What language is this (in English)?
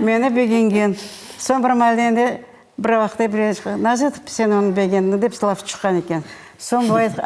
Crimean Tatar